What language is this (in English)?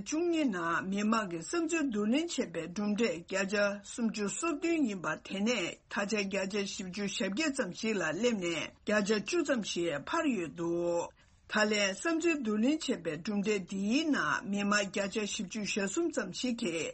Tibetan